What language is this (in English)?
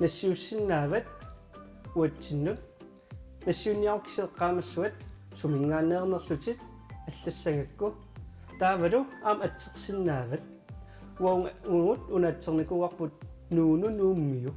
Kalaallisut